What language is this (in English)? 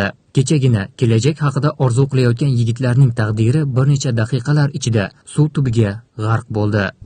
Uzbek